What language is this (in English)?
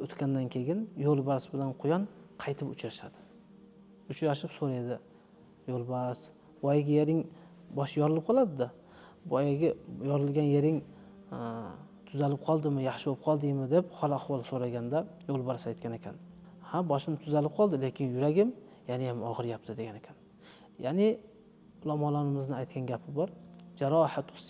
Uzbek